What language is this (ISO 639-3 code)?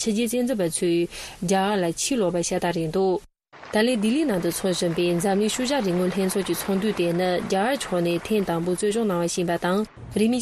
bod